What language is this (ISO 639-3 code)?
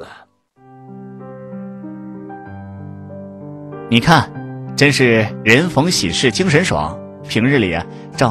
zho